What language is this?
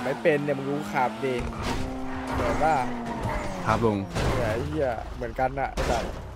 Thai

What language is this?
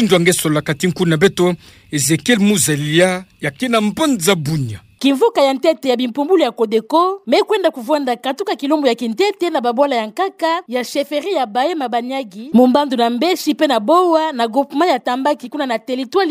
Kituba (Democratic Republic of Congo)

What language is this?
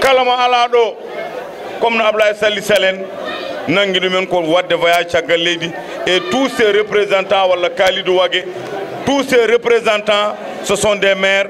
Fula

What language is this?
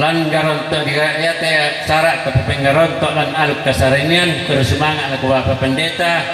Toraja-Sa'dan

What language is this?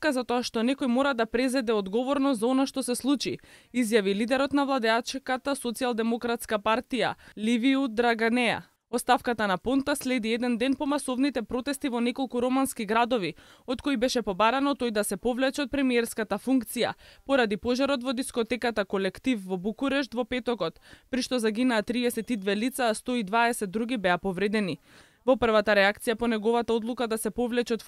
Macedonian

